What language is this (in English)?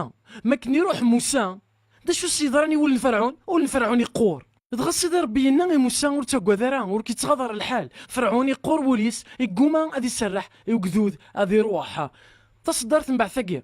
Kabyle